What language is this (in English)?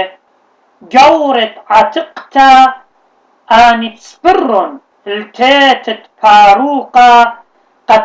Assyrian Neo-Aramaic